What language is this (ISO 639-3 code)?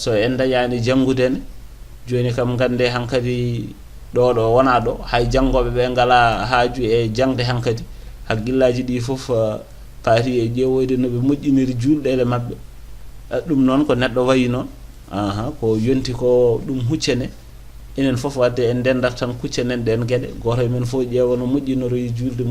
ful